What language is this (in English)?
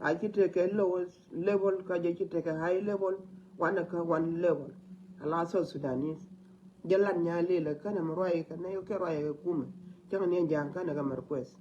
Nuer